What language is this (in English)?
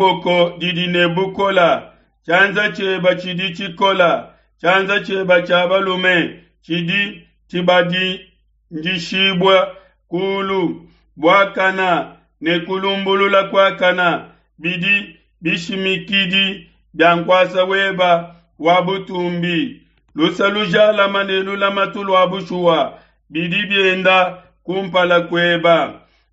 Luba-Lulua